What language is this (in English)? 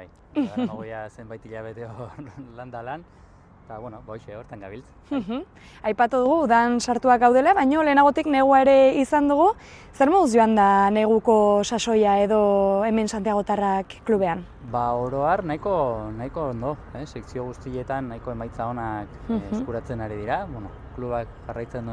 Basque